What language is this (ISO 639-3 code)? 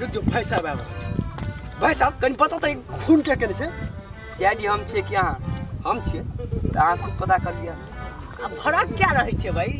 mai